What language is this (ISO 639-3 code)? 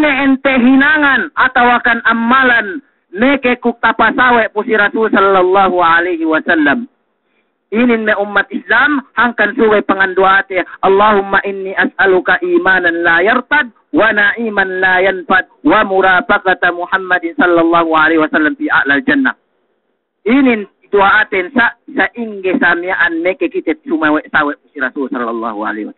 yka